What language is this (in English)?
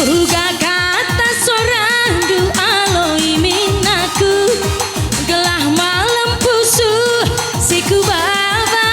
Batak Karo